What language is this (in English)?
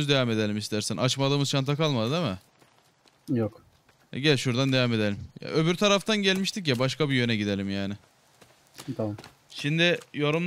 Turkish